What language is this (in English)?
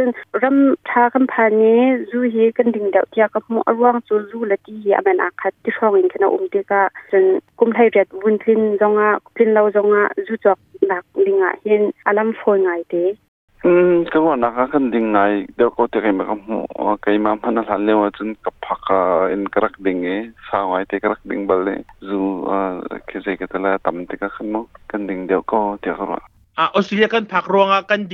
Hakha Chin